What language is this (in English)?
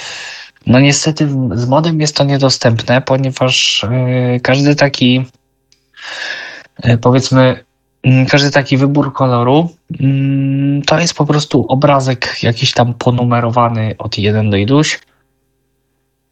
Polish